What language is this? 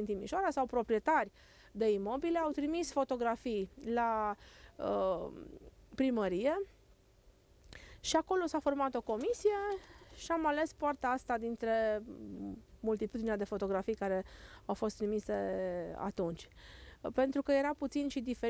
Romanian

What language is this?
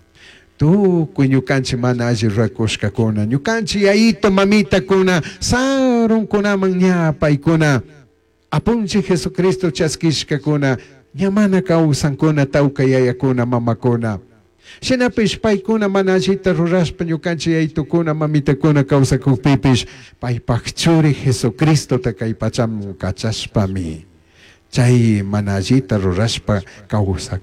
Chimborazo Highland Quichua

